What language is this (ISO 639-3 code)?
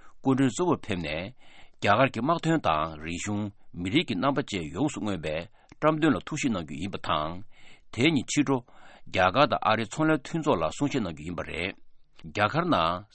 bod